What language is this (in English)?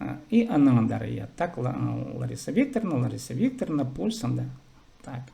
Khakas